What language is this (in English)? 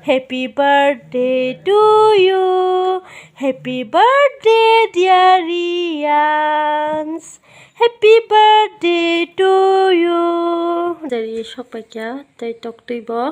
Kok Borok